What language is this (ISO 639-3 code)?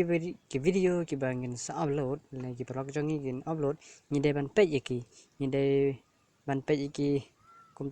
kha